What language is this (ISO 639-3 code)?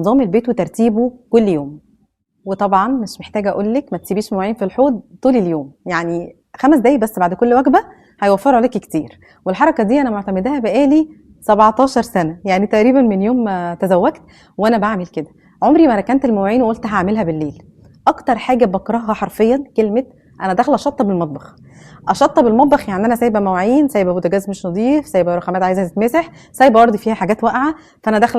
arz